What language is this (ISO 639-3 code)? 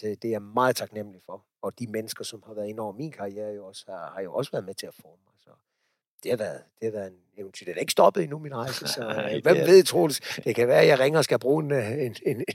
dan